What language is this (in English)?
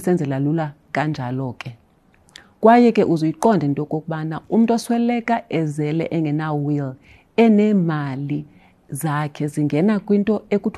Xhosa